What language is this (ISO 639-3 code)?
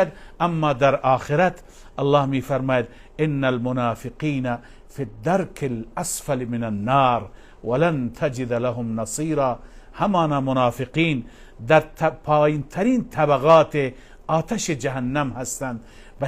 fas